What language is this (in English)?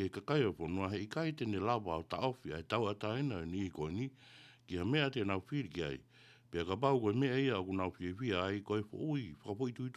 Tongan